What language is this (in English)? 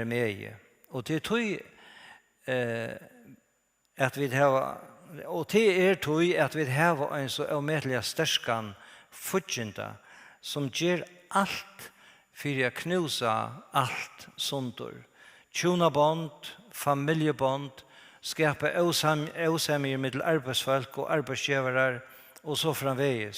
Faroese